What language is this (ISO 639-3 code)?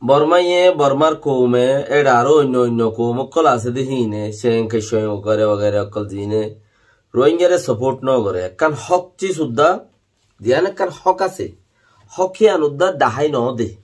rhg